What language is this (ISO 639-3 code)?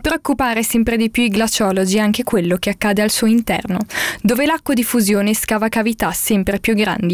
ita